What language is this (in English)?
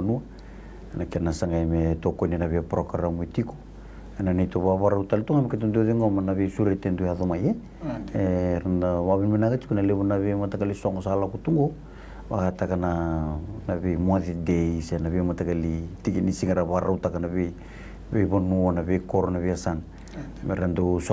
Fijian